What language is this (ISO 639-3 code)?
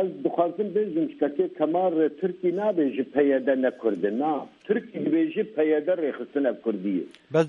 kur